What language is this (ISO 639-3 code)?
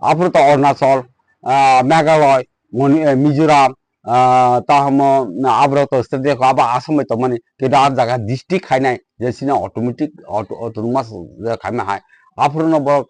trp